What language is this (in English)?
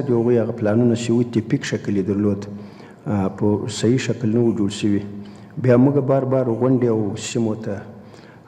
Pashto